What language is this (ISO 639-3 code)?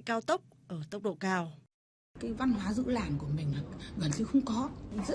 vie